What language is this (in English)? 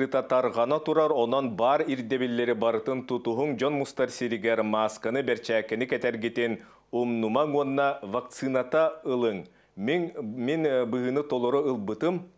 Yakut